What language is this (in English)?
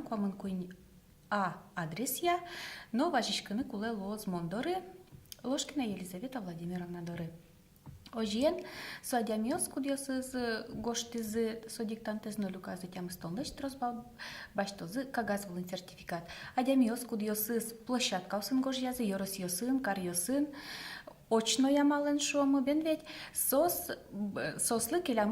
Udmurt